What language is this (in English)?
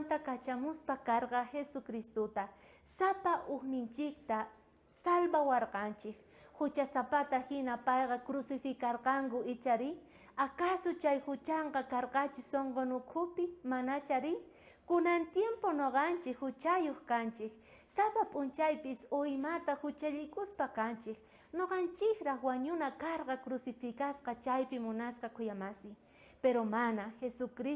South Bolivian Quechua